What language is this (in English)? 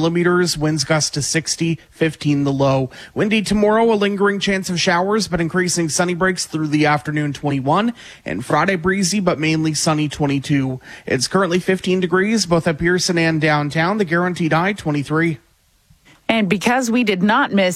English